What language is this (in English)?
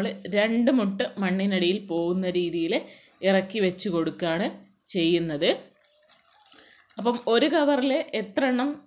Malayalam